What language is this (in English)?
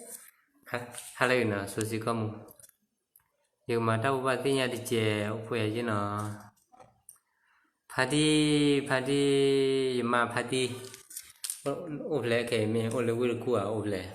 S'gaw Karen